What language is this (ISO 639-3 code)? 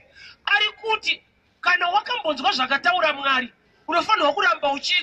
sna